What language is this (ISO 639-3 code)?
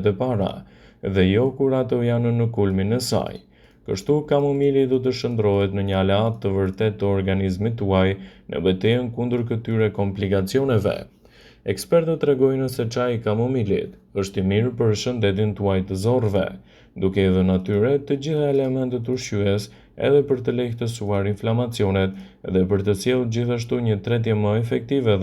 sqi